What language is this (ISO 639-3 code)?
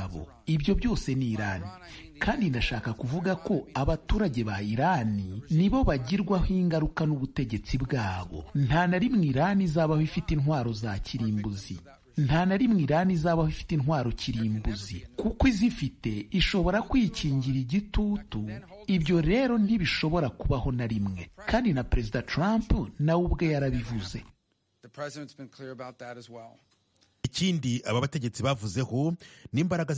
kin